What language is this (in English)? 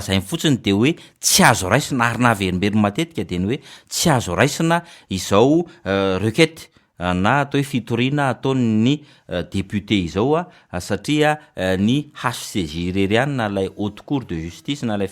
Malagasy